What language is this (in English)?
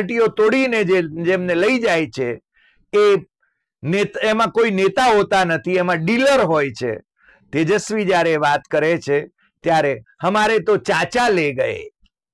Gujarati